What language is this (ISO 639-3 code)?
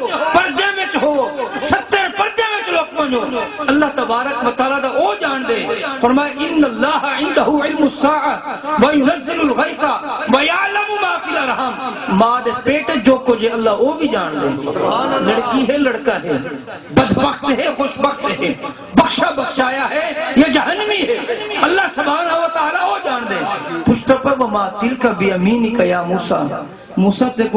skr